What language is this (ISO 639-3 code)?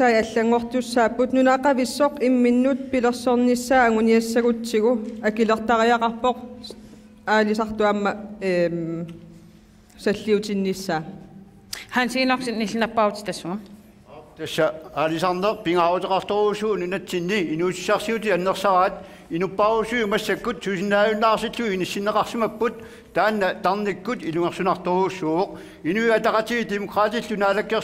kal